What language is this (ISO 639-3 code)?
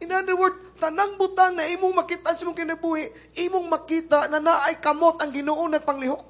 ceb